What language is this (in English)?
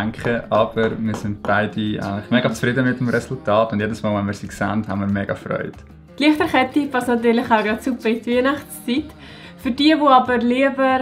Swiss German